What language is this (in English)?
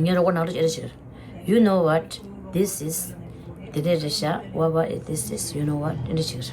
Tibetan